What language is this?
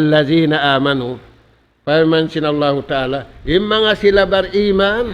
Tausug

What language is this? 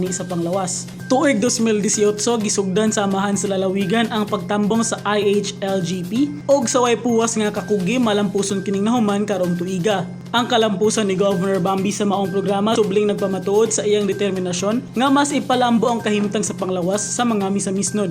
Cebuano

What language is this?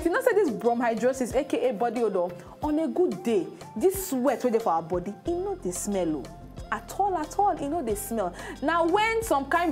Nigerian Pidgin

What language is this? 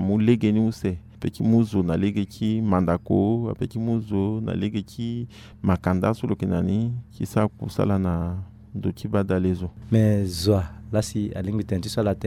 Sango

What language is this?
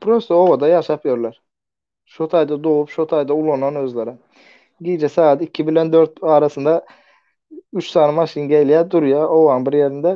Turkmen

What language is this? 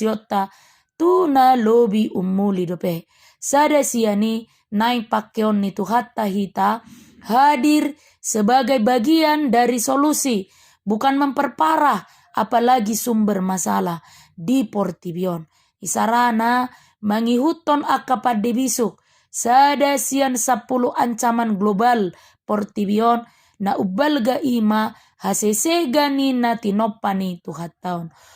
Batak Toba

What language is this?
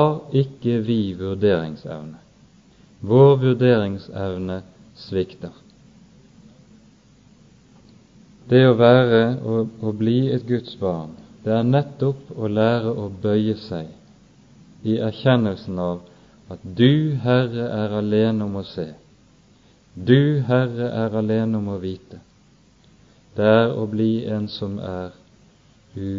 Norwegian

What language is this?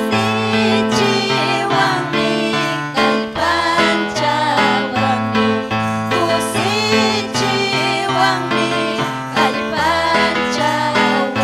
Ayacucho Quechua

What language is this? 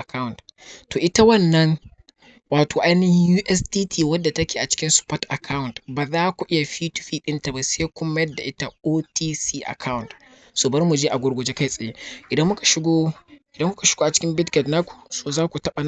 Hausa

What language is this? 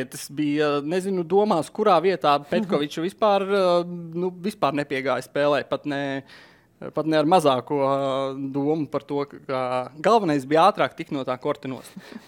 Latvian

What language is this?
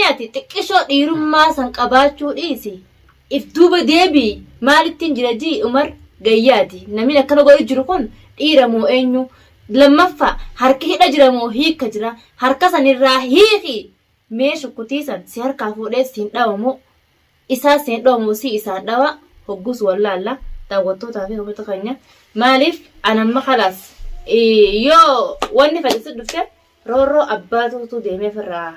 Oromo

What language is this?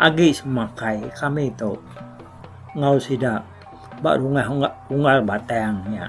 Iban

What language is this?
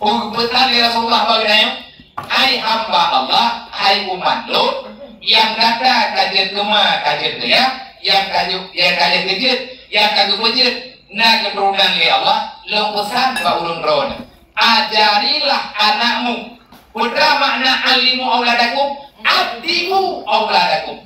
Achinese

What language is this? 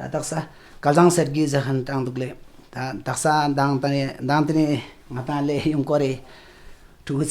Tibetan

